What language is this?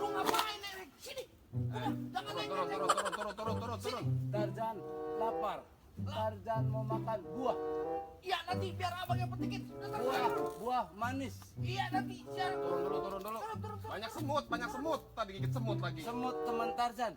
Betawi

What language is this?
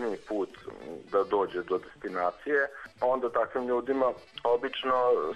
Serbian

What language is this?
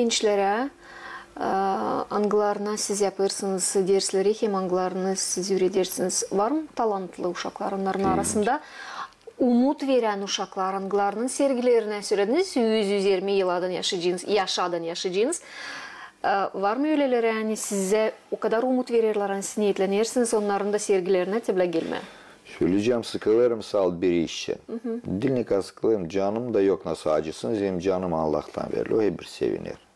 Gagauz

